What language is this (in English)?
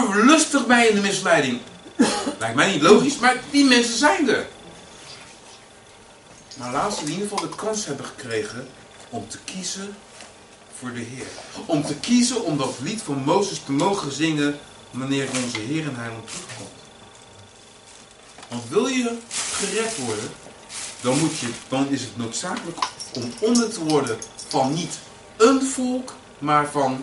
Dutch